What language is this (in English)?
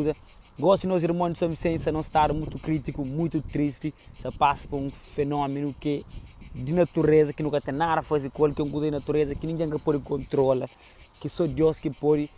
Kabuverdianu